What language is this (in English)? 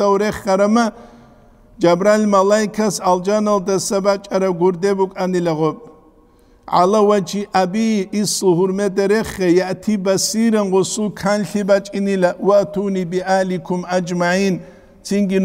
Avaric